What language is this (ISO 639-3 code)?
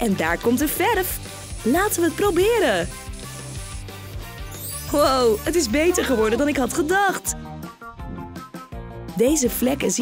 nld